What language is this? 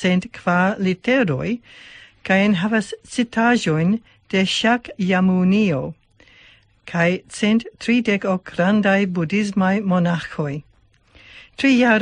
Esperanto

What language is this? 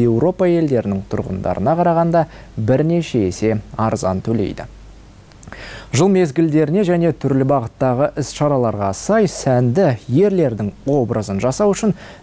Kazakh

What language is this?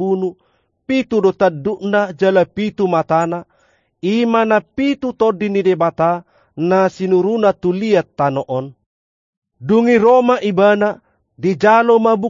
Batak Toba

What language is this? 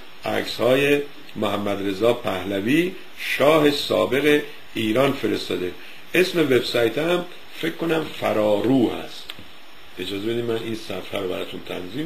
Persian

